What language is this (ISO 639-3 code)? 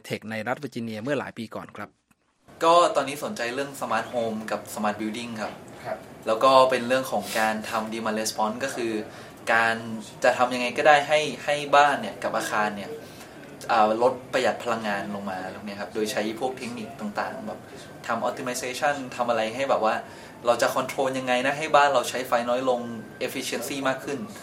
tha